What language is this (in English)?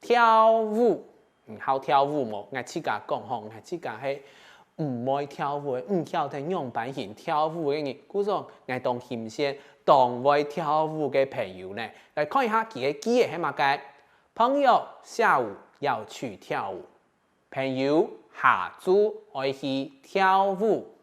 Hakka Chinese